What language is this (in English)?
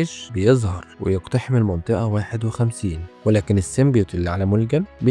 Egyptian Arabic